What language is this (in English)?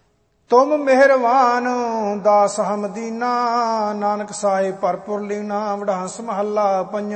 Punjabi